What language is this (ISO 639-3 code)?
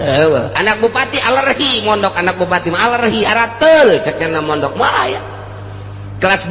sun